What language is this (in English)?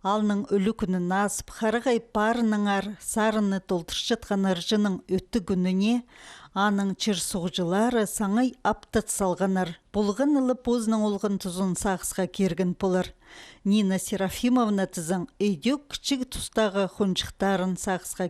Khakas